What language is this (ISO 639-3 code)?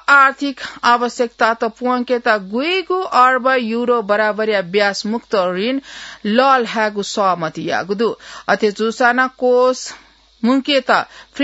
new